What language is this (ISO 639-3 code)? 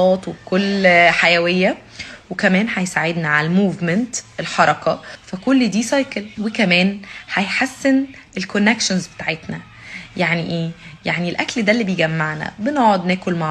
arz